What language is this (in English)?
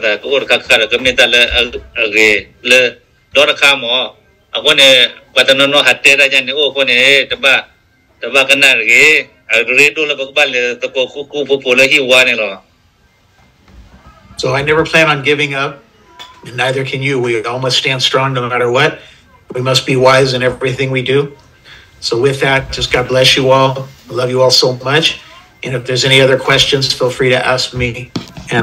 S'gaw Karen